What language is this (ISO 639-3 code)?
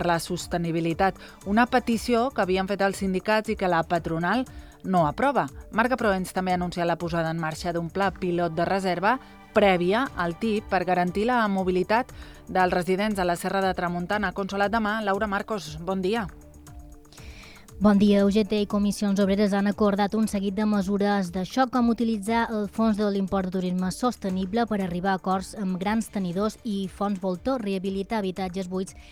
cat